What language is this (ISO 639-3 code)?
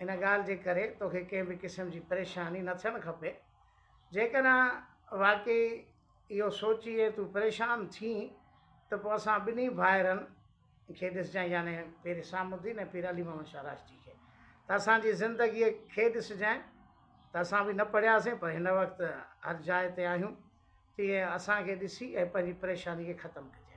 snd